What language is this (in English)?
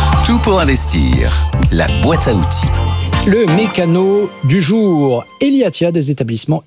French